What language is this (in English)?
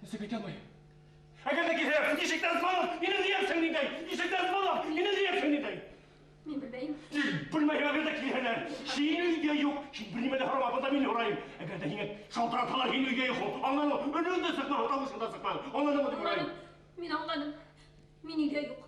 Bashkir